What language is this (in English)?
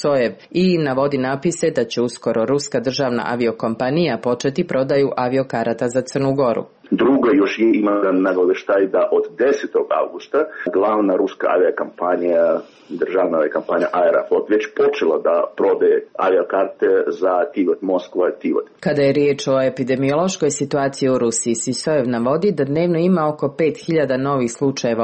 Serbian